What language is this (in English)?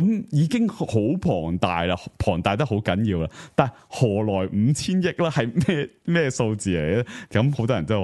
Cantonese